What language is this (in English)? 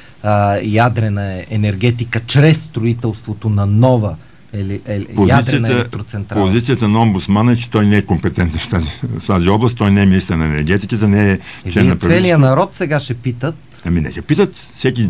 Bulgarian